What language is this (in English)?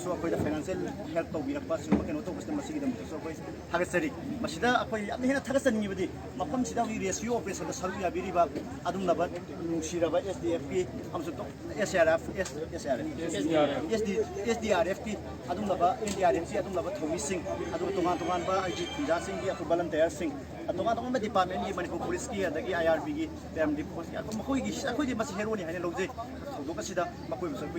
Manipuri